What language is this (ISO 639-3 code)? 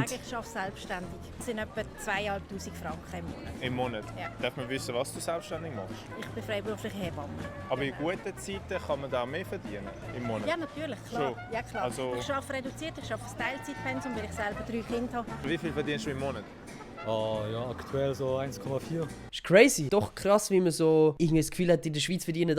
gsw